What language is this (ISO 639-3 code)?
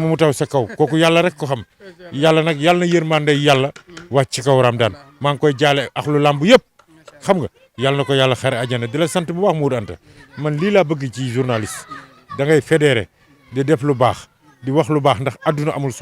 wol